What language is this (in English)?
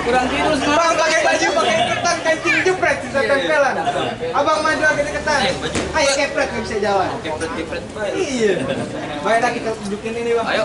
Betawi